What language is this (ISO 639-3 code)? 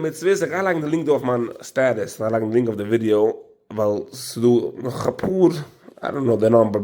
yid